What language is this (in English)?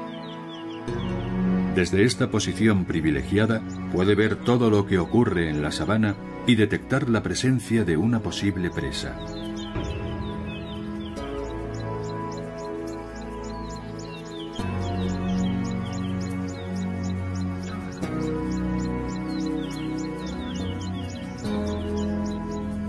Spanish